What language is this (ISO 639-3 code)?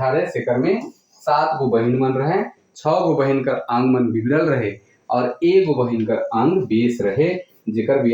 sck